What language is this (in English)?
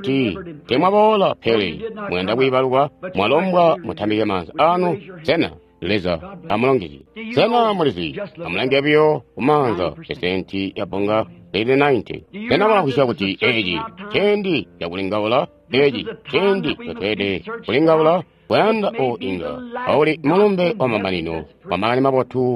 Tonga (Zambia)